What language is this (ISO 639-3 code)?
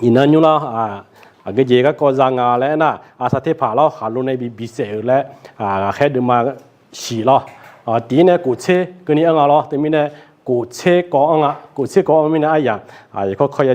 ahk